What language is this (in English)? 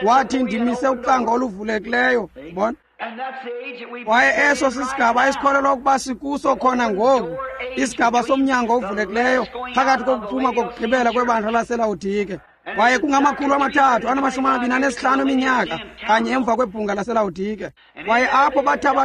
Xhosa